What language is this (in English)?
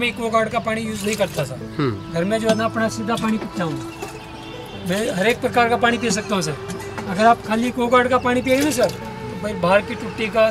Hindi